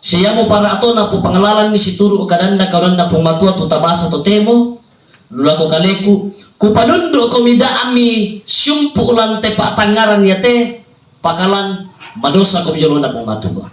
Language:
Toraja-Sa'dan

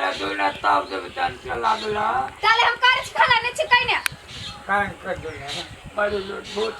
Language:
Maithili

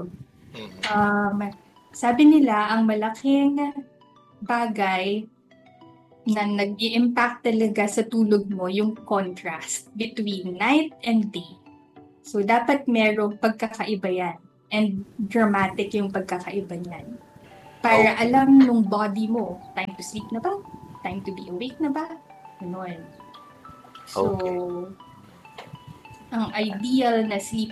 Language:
Filipino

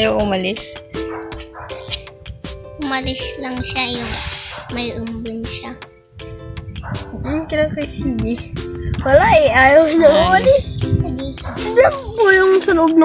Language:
Filipino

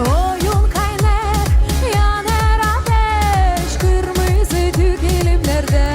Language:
Gagauz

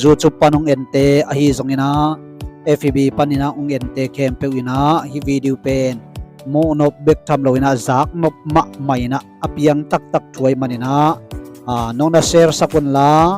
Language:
Tedim Chin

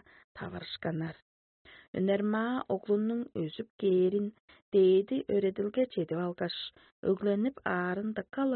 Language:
Tuvinian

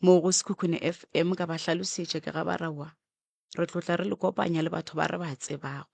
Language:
Northern Sotho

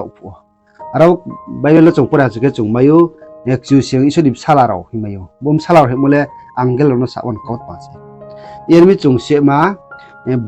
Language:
Riang (India)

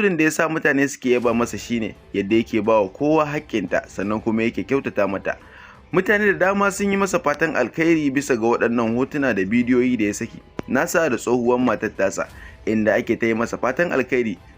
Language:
Hausa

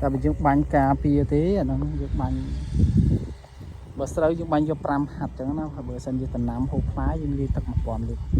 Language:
Khmer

